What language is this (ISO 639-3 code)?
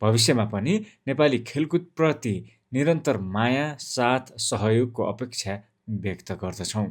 nep